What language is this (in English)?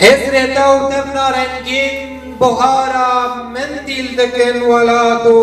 Kurdish